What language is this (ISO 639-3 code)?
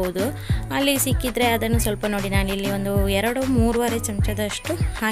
kan